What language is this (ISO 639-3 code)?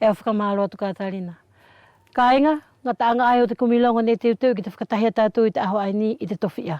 wls